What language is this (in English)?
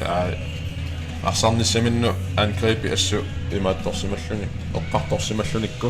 Kalaallisut